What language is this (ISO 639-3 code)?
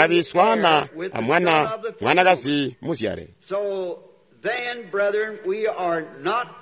toi